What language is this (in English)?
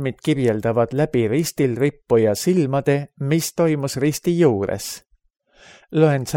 Estonian